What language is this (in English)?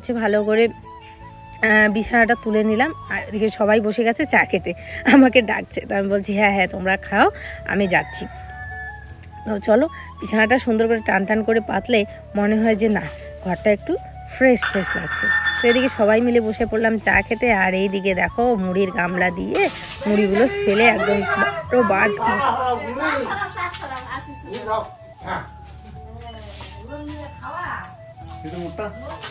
Bangla